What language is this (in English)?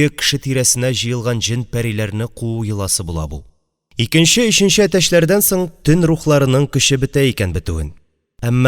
Tatar